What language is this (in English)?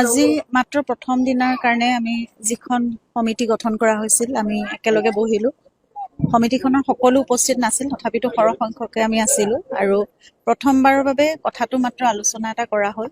Assamese